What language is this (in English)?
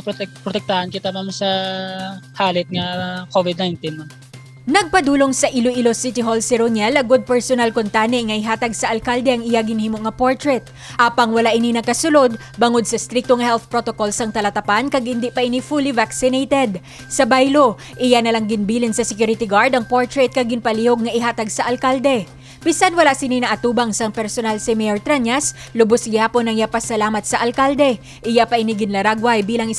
Hiligaynon